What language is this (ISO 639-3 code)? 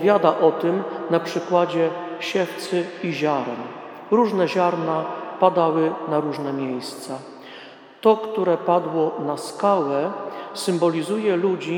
pol